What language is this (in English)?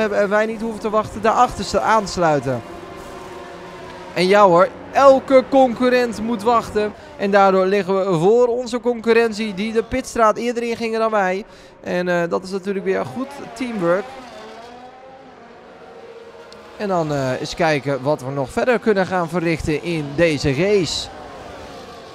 Dutch